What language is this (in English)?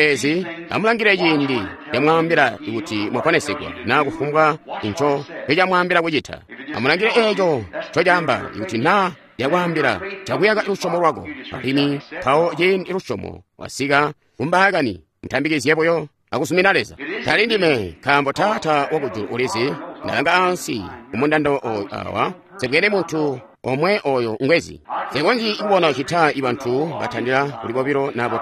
Tonga (Zambia)